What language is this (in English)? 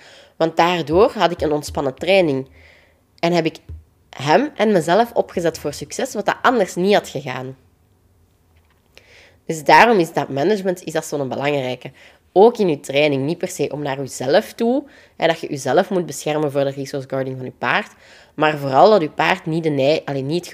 Dutch